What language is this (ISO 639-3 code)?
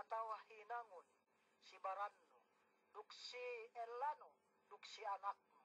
yka